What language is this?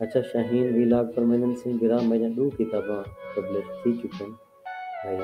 Saraiki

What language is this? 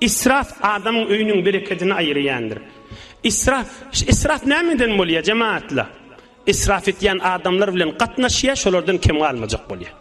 Turkmen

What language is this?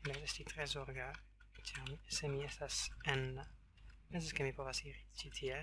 Esperanto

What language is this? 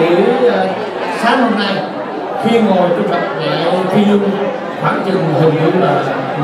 Vietnamese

